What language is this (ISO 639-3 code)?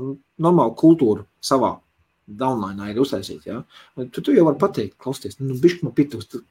lav